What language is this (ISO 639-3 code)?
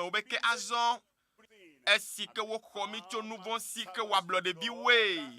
ewe